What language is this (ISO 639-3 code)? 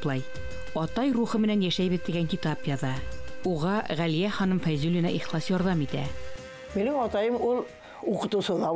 bak